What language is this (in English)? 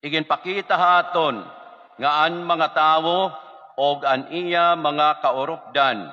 Waray